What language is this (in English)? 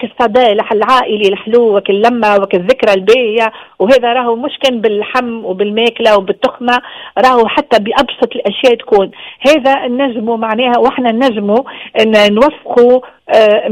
Tunisian Arabic